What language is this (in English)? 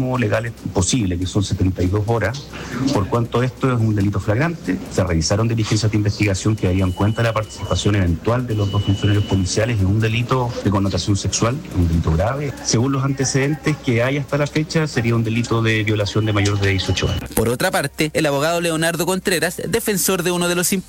Spanish